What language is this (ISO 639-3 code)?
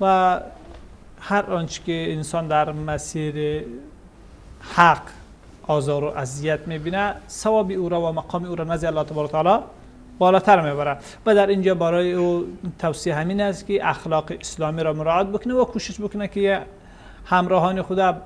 fas